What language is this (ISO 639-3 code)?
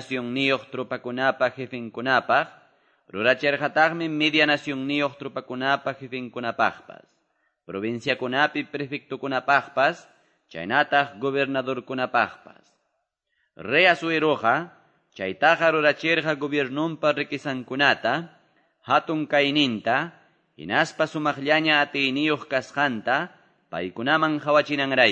que